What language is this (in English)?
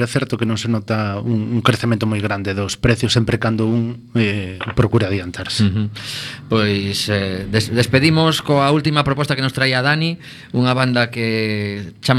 Galician